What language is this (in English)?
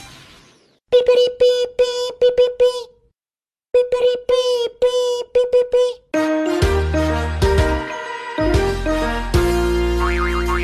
Afrikaans